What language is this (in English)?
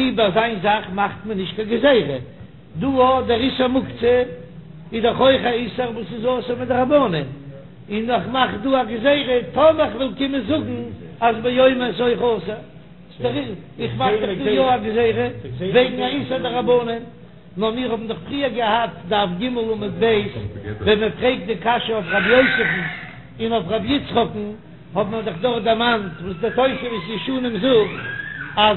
Yiddish